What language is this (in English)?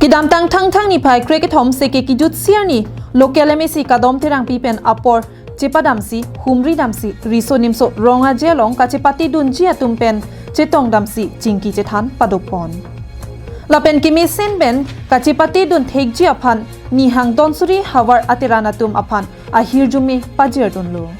Karbi